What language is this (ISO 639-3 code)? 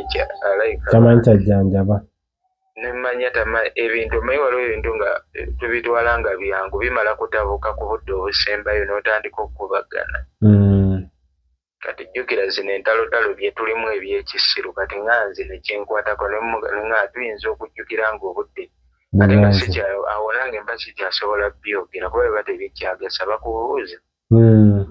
lug